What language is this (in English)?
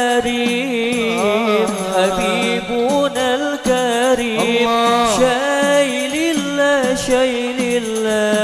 Banjar